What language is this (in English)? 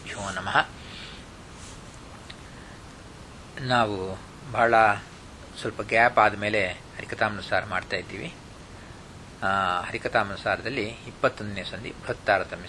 Kannada